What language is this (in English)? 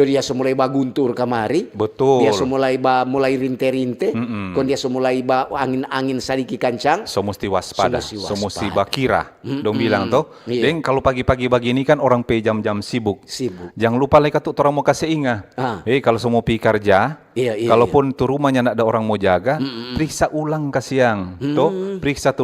Manado Malay